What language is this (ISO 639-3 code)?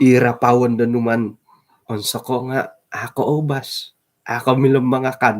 dtp